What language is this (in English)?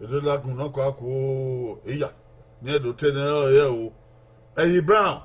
Bini